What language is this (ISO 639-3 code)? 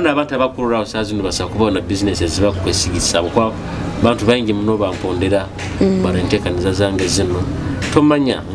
nyo